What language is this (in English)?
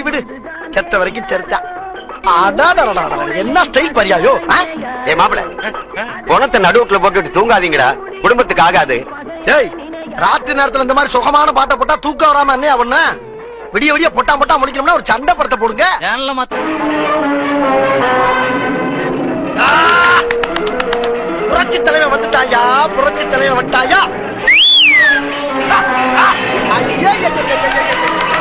Tamil